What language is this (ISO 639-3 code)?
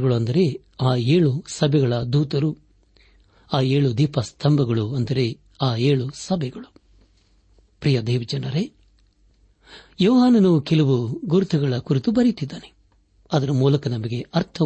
kan